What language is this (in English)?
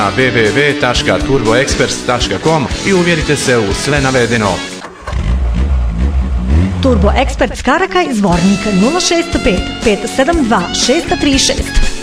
Bosnian